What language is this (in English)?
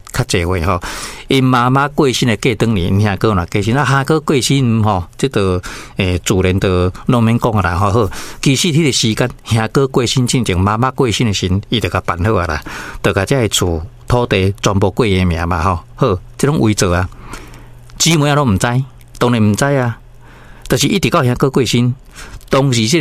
Min Nan Chinese